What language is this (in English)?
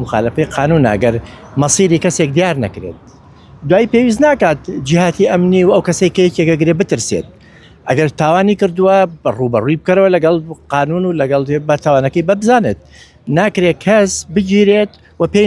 Central Kurdish